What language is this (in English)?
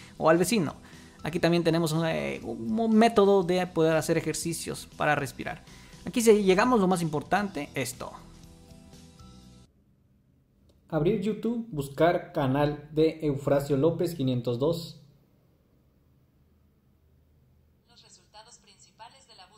Spanish